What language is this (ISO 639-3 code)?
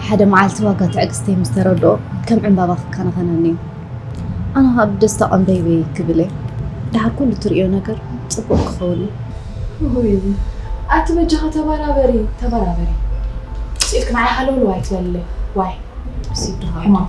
tir